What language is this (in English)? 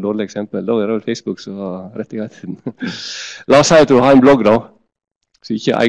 Norwegian